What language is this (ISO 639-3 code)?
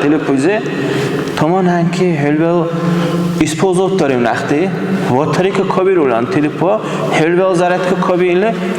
dar